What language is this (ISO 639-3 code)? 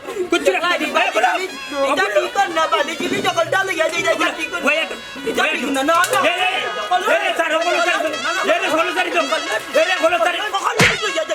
syl